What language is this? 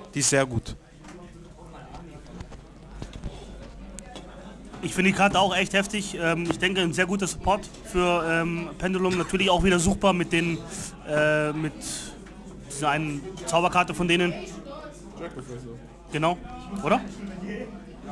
German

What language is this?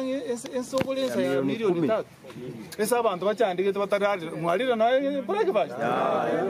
Swahili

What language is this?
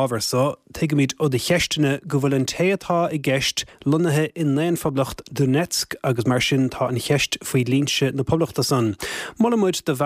Irish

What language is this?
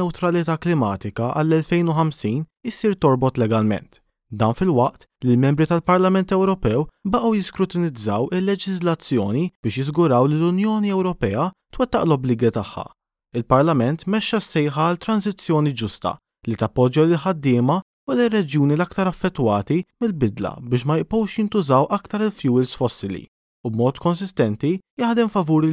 Maltese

